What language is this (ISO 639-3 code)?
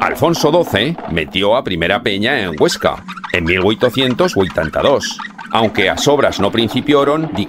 arg